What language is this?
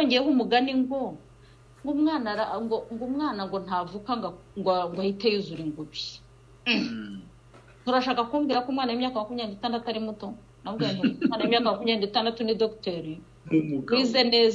Kinyarwanda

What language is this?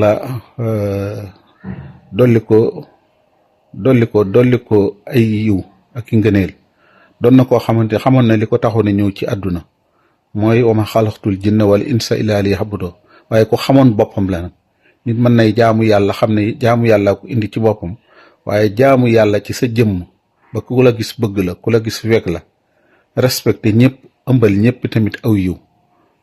Wolof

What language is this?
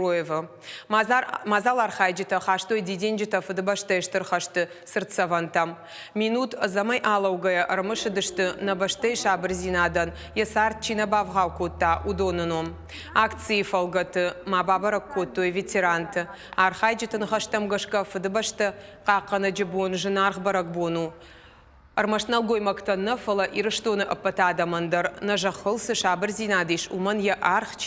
Ossetic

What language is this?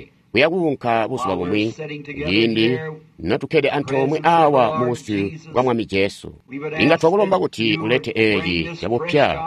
Tonga (Zambia)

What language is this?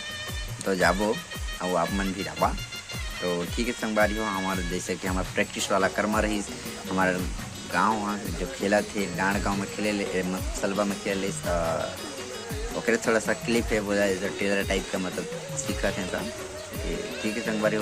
Chhattisgarhi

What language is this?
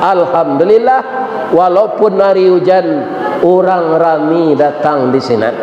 Minangkabau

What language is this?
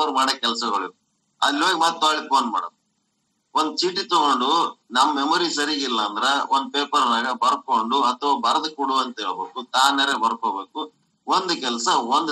Kannada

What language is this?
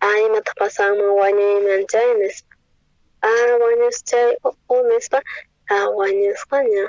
South Bolivian Quechua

